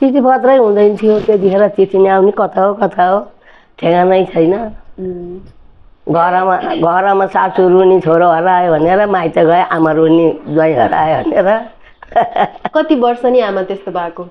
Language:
Nepali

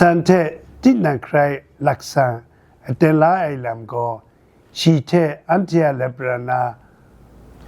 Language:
Kachin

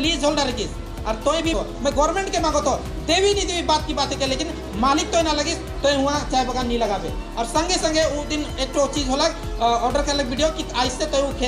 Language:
Sadri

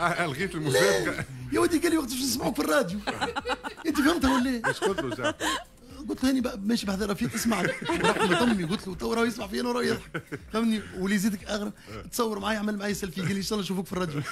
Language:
Tunisian Arabic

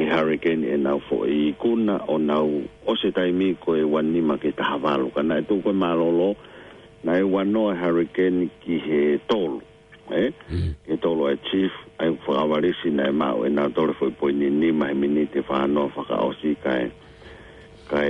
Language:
Tongan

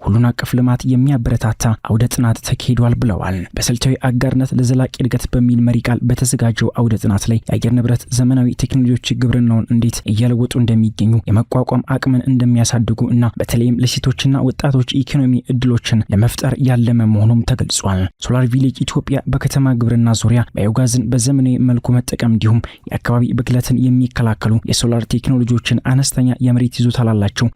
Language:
Amharic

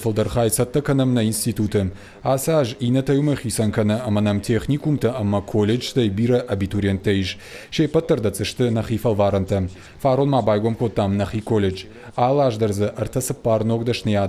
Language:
Ossetic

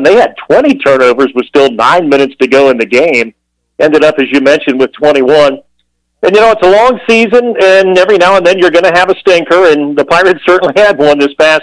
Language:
English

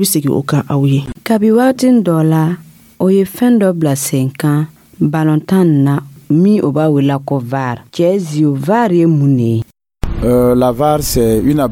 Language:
Dyula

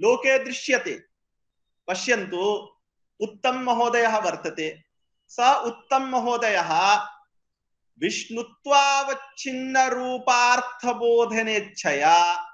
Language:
Sanskrit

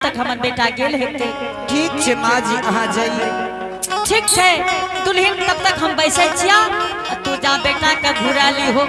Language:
Angika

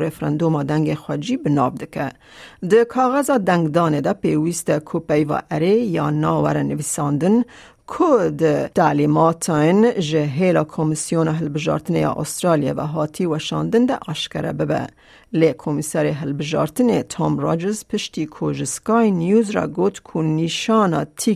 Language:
Kurdish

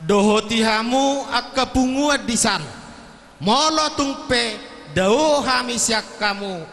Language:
Batak Toba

